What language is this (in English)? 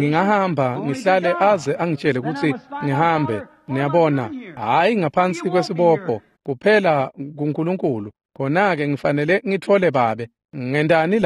Swati